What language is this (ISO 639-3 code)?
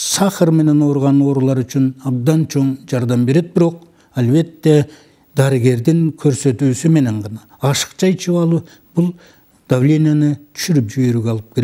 kir